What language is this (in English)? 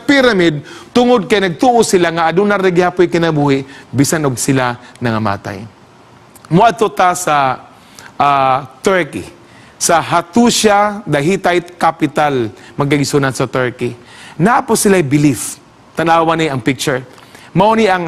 Cebuano